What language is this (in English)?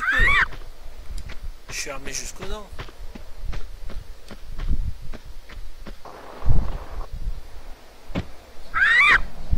French